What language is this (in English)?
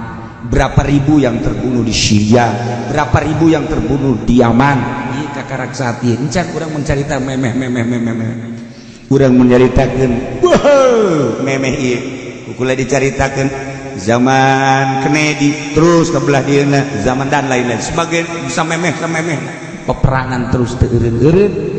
Sundanese